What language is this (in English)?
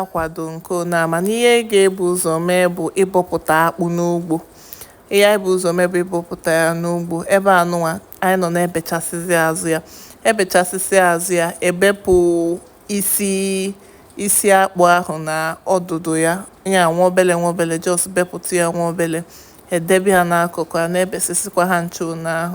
Igbo